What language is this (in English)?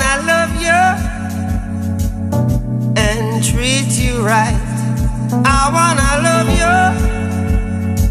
English